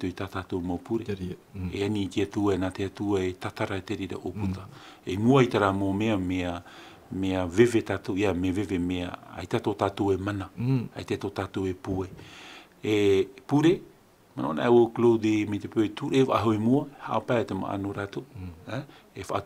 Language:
Tahitian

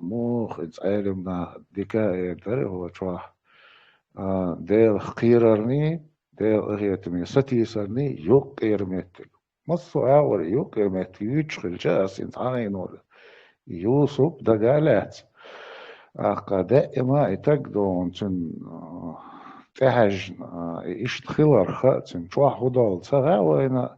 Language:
Chechen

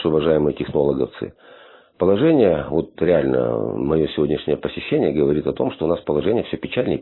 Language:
Russian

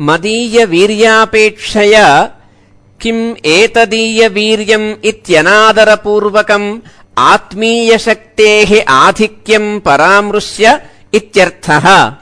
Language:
Sanskrit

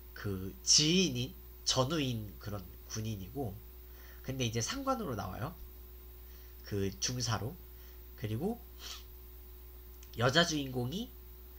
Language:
Korean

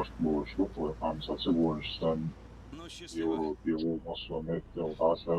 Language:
Chechen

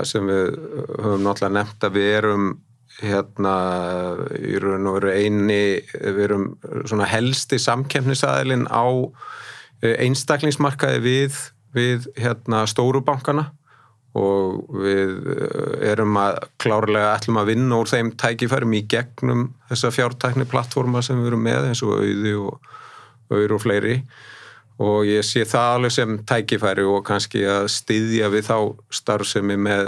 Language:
Icelandic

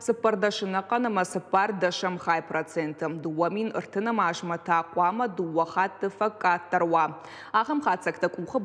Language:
Ossetic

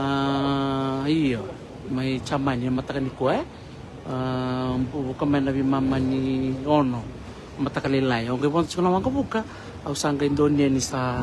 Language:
Fijian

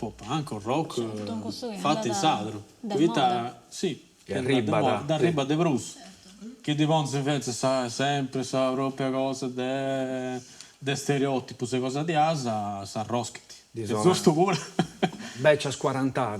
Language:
Sardinian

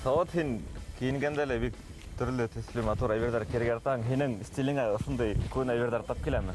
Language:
Bashkir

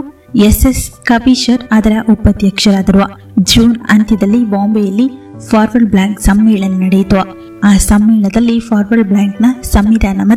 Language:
Kannada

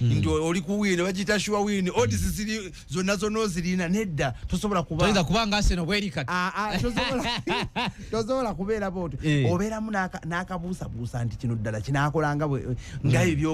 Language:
Ganda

